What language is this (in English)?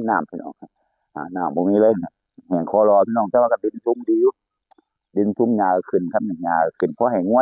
Northeastern Thai